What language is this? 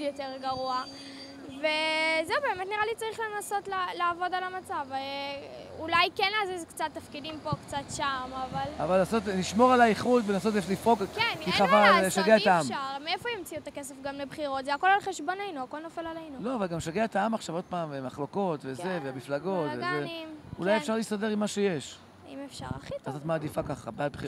Hebrew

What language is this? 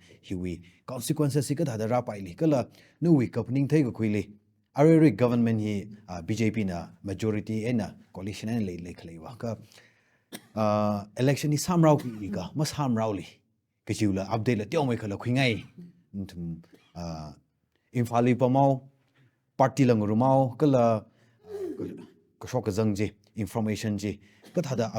Tangkhul Naga (India)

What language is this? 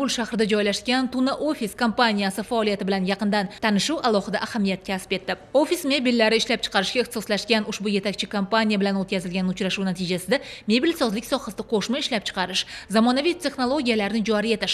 Uzbek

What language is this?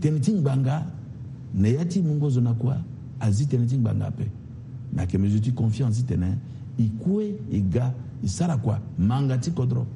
Sango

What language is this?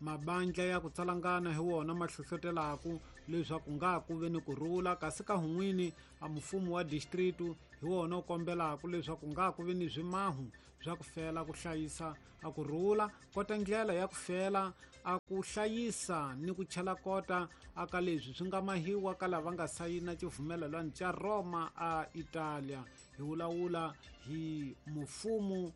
Tsonga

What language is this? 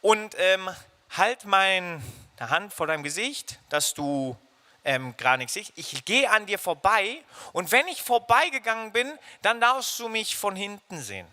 Swiss German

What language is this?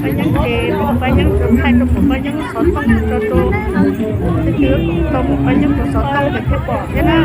Hmong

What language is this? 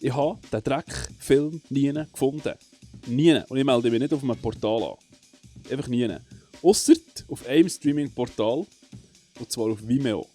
Swiss German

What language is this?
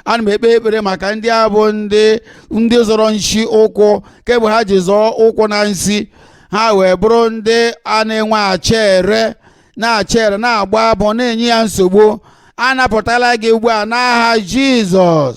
Igbo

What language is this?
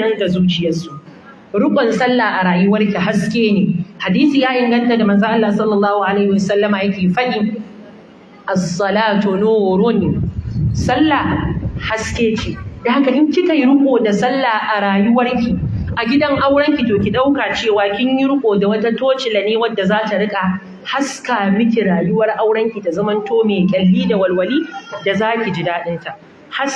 Hausa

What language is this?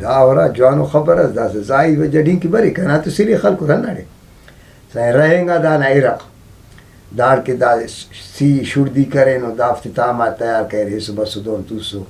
Brahui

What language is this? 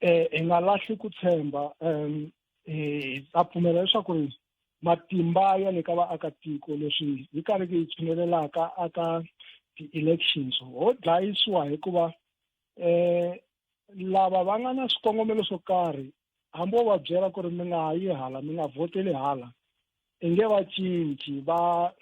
Tsonga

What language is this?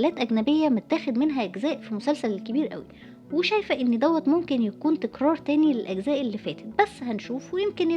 Egyptian Arabic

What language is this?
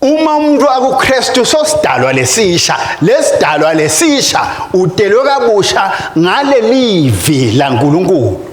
Swati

